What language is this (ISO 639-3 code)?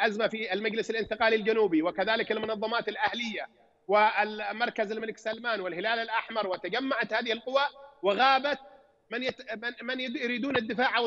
ara